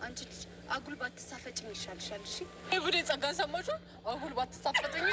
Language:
Amharic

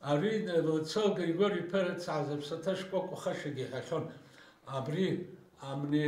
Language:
Abkhazian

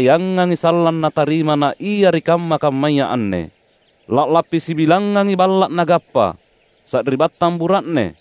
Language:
Makasar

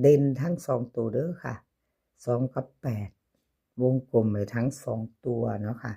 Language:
Northeastern Thai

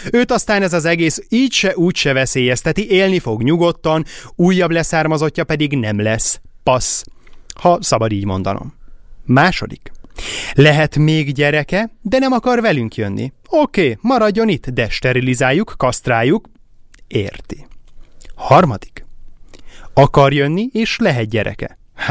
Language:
Hungarian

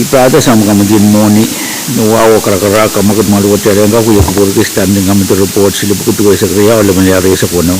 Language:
Pohnpeian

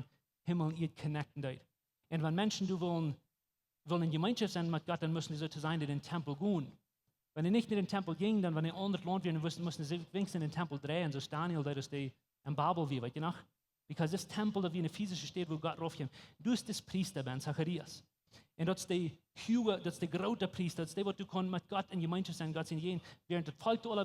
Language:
Plautdietsch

